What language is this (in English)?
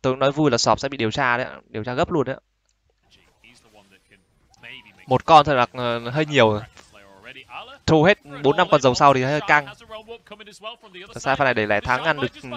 Vietnamese